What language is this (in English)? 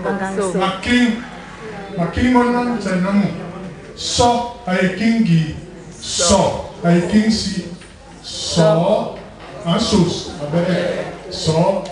Basaa